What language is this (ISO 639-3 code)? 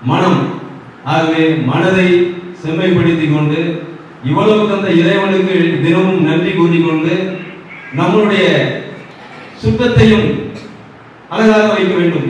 tam